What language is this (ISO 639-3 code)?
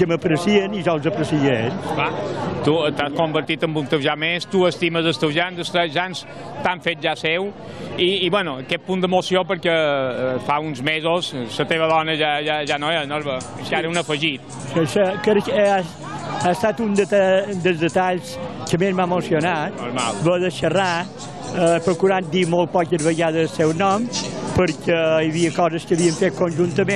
cat